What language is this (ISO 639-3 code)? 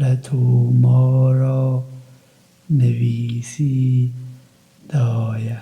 kur